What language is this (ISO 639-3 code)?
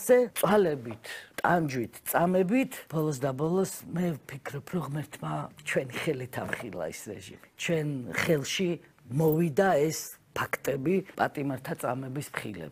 kat